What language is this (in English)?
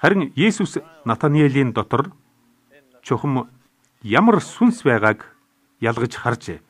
Mongolian